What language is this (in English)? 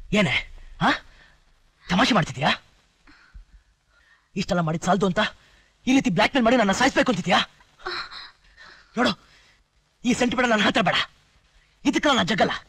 Kannada